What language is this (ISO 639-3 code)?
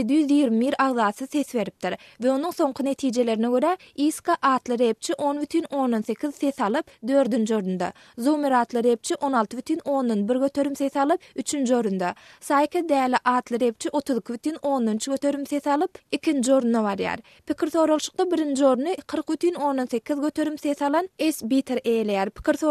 tuk